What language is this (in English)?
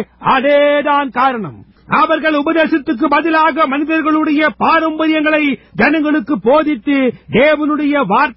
Tamil